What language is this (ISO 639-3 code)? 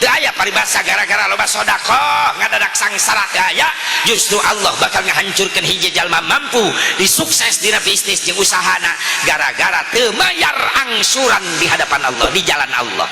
sun